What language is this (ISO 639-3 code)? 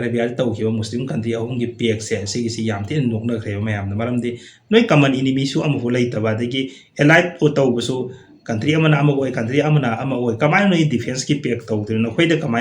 mni